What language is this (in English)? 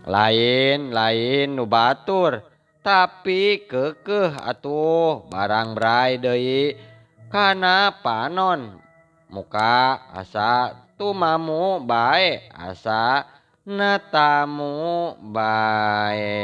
Sundanese